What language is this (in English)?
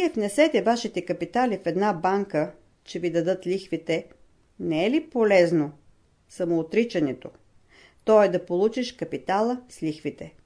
Bulgarian